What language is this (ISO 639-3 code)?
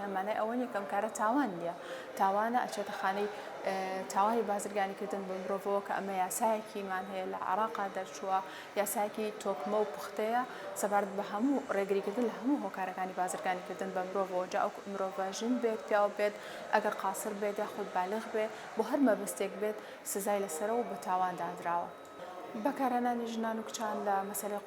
ckb